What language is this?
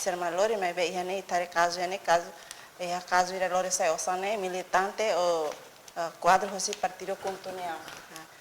Tetum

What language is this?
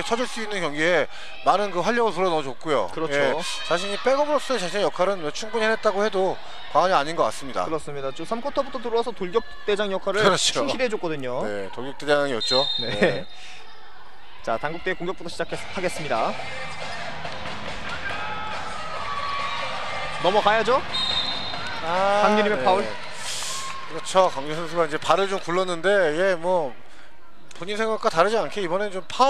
Korean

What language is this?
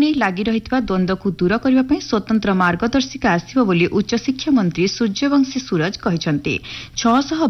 Odia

